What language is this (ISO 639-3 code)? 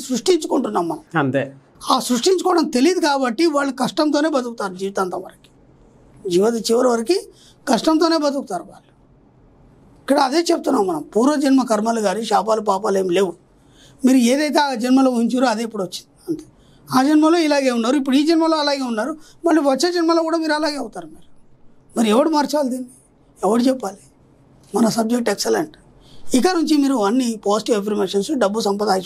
tel